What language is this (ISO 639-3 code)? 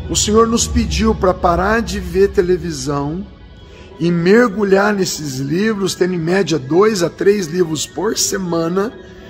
por